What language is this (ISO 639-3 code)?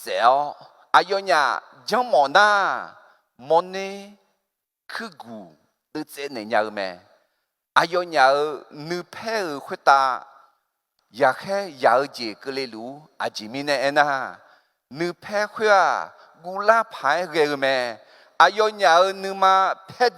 ahk